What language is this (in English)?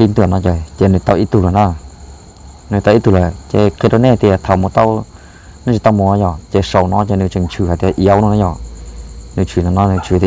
Hmong